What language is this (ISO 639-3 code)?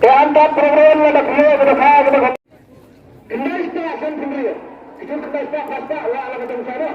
kha